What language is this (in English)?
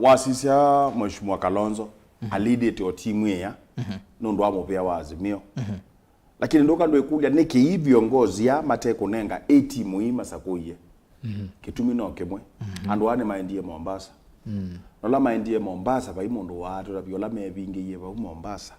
Kamba